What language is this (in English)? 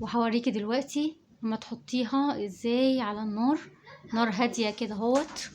Egyptian Arabic